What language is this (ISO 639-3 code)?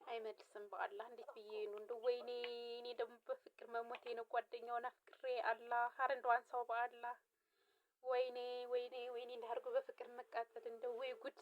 amh